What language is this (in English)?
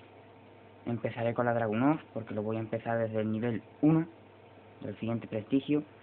Spanish